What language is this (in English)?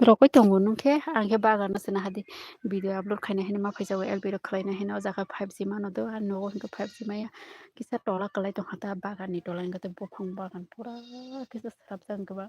Kok Borok